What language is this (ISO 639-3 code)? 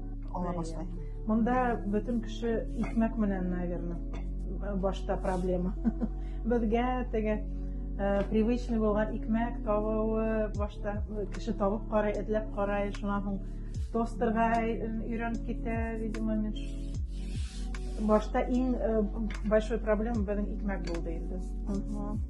bak